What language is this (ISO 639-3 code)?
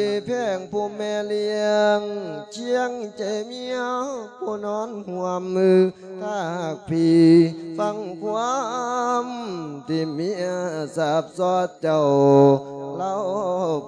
lao